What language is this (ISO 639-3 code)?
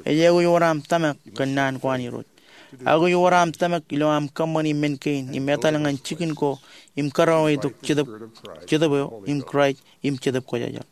mah